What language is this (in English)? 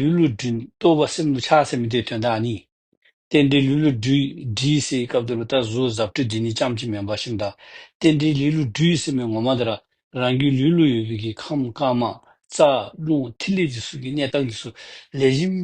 Dzongkha